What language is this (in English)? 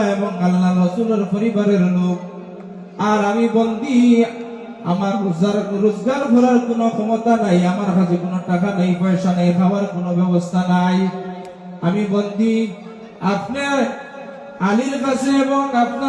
Sylheti